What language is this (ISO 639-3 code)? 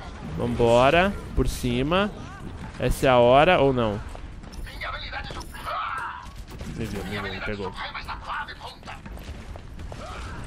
por